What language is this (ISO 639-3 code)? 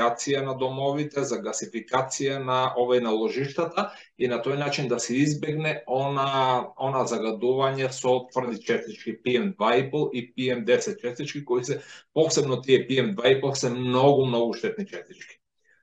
mkd